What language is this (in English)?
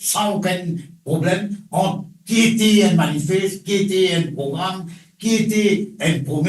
Morisyen